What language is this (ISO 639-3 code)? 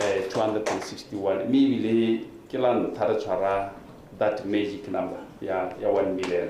tsn